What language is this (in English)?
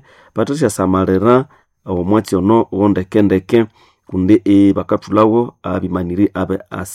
Nande